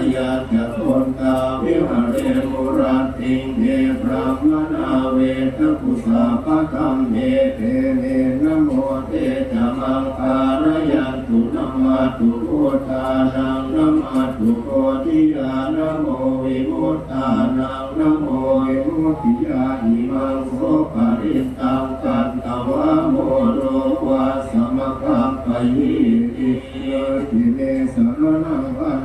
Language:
Pali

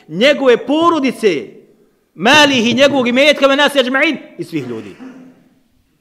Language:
Bosnian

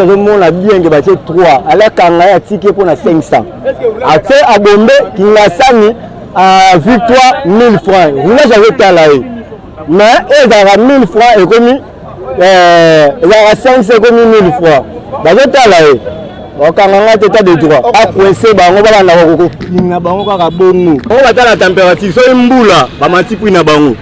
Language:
Lingala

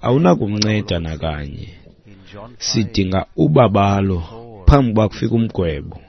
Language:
Xhosa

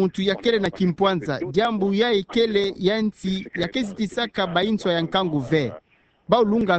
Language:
Kituba (Democratic Republic of Congo)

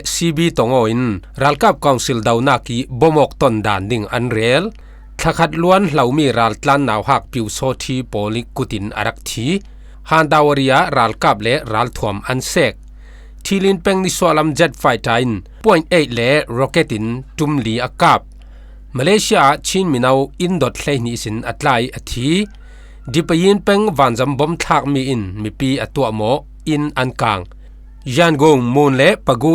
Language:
Falam Chin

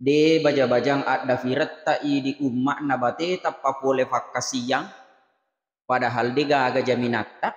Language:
Buginese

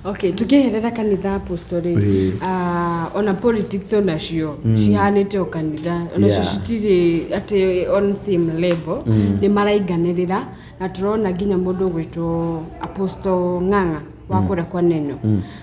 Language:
Kikuyu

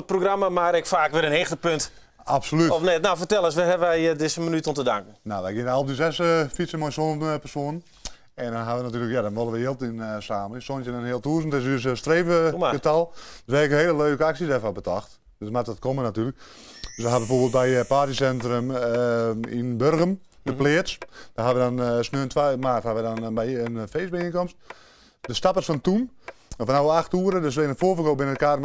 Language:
Western Frisian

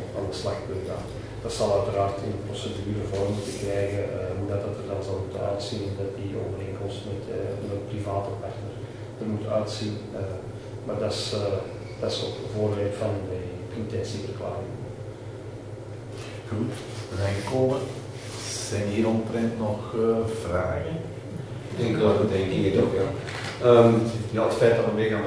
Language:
Dutch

